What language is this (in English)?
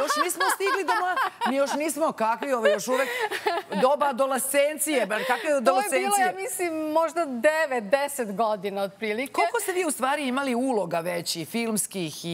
Serbian